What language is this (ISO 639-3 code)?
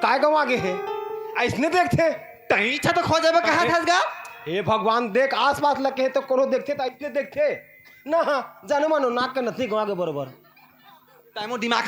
hne